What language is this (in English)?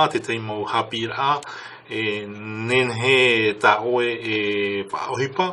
Tahitian